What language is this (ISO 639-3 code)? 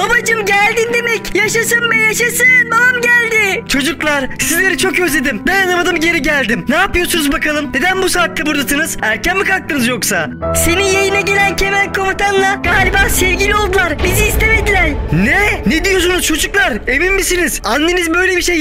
tur